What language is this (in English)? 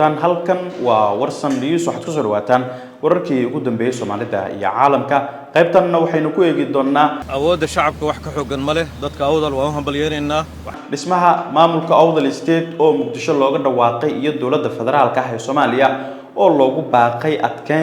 Somali